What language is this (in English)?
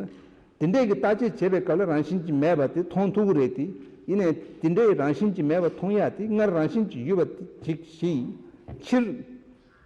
Tibetan